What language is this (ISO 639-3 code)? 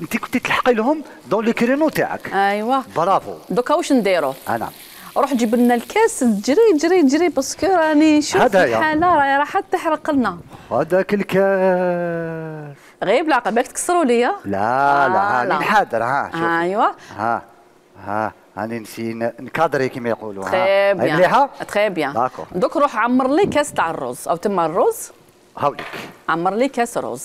arq